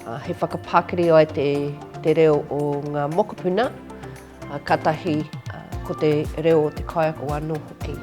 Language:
Māori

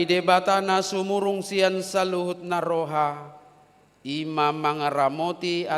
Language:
Batak Toba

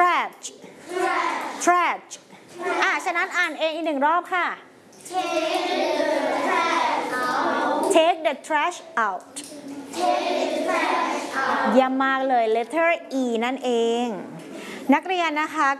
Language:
Thai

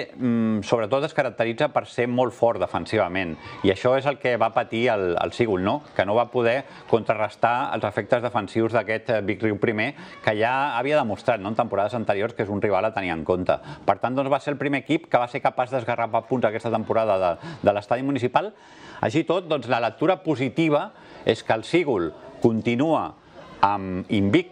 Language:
Catalan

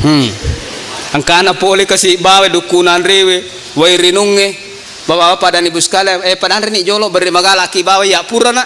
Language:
Buginese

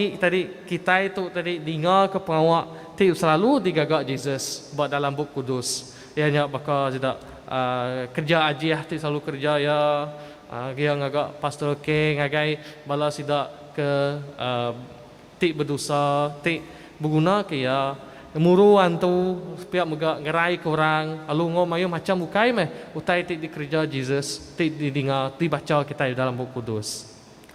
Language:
Iban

